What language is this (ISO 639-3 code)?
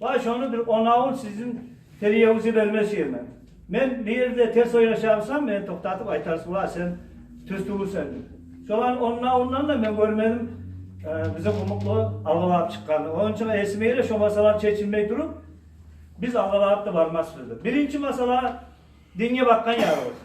kum